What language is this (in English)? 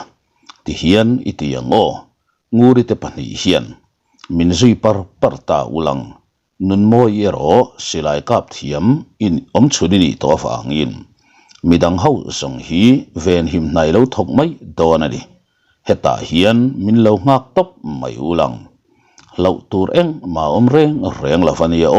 Mizo